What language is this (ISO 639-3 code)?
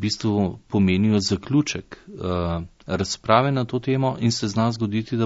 slv